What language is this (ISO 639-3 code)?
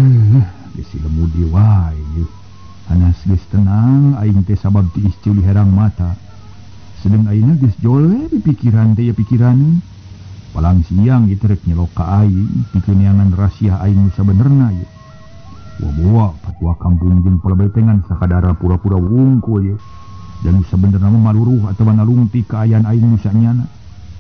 sun